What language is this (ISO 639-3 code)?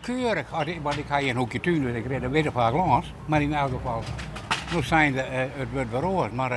fry